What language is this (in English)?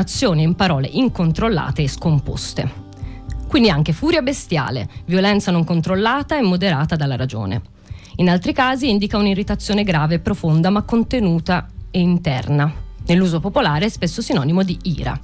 Italian